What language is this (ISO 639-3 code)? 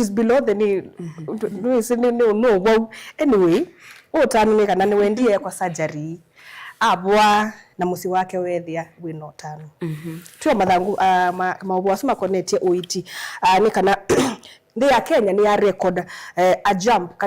kam